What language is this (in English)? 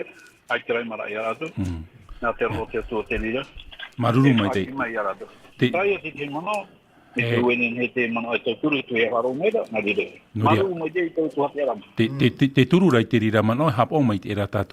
Tahitian